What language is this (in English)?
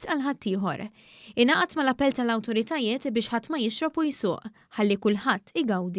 Maltese